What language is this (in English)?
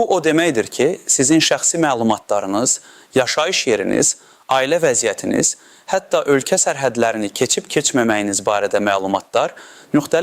Azerbaijani